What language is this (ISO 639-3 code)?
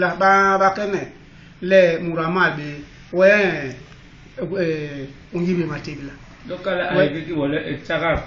bas